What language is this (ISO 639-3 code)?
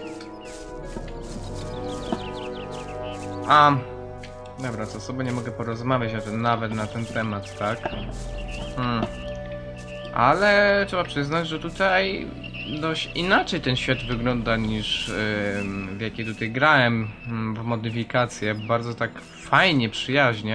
pol